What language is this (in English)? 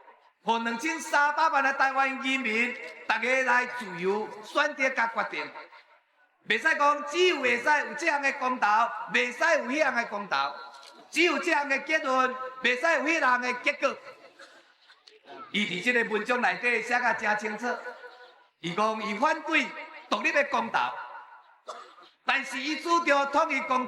Min Nan Chinese